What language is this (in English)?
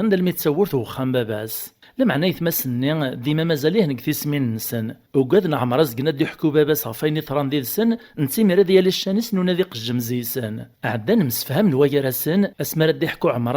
Kabyle